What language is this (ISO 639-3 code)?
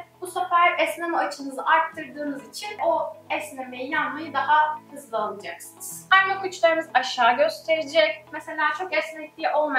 tur